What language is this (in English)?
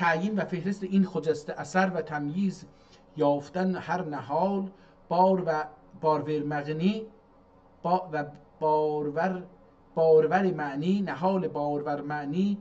South Azerbaijani